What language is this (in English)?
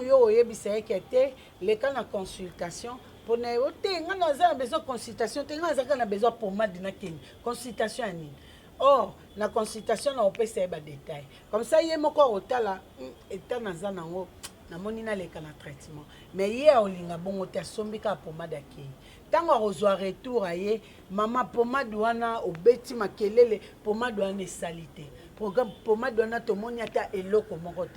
Lingala